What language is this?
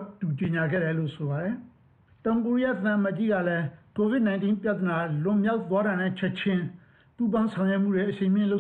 Burmese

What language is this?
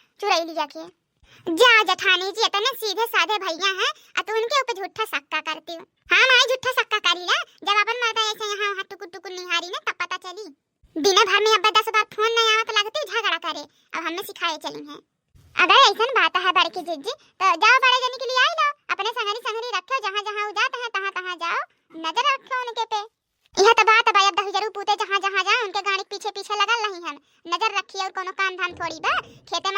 Bhojpuri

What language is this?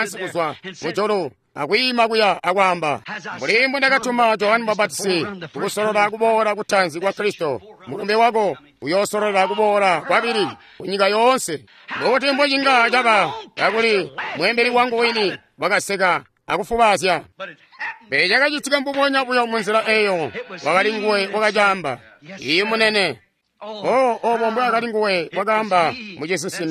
Tonga (Zambia)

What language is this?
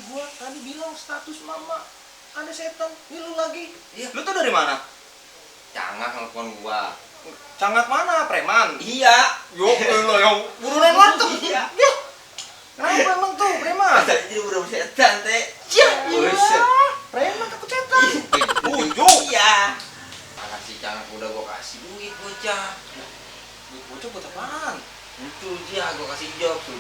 Betawi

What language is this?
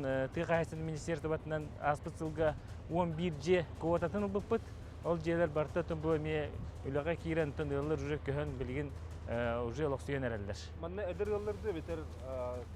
Yakut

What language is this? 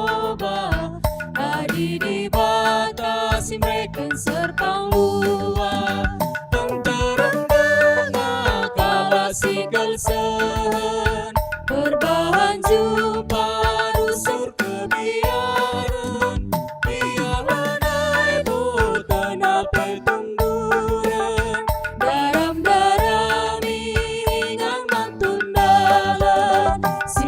Batak Karo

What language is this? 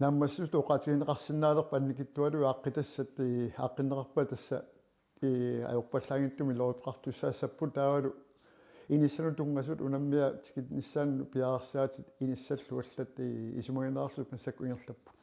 Kalaallisut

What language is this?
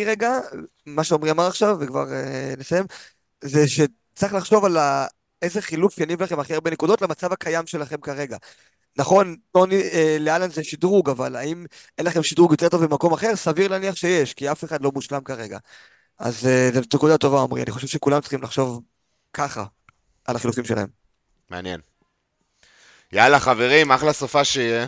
Hebrew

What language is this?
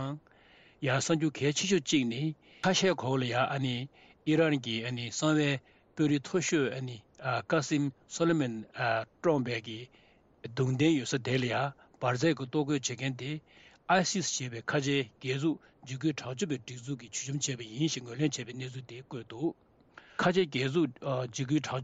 Tibetan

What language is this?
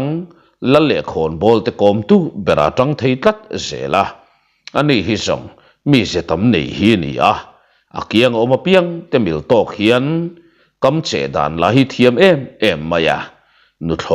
Mizo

